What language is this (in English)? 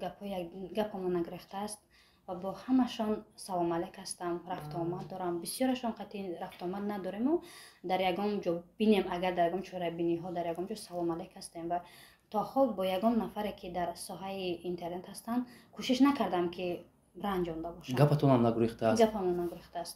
Tajik